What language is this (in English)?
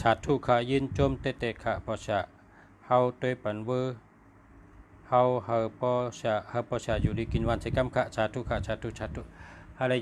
Shan